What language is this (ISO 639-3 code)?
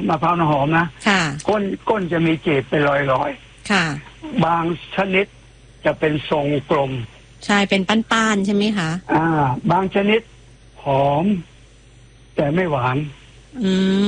tha